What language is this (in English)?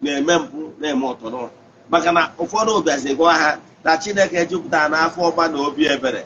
Igbo